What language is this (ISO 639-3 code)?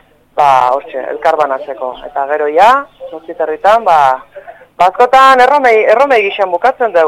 eus